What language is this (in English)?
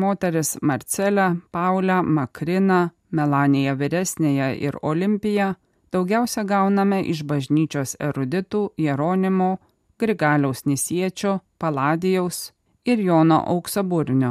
Lithuanian